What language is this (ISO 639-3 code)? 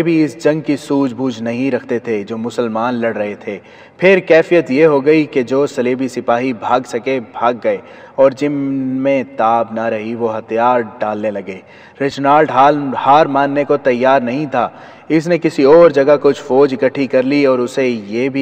urd